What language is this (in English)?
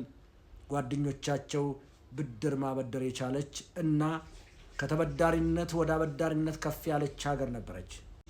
Amharic